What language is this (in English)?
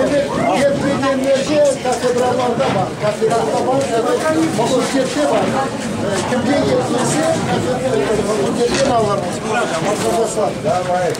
Crimean Tatar